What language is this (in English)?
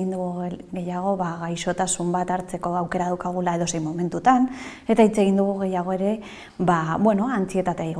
Basque